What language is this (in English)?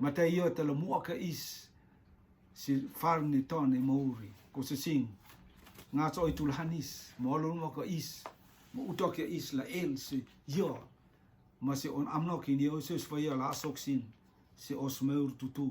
Rotuman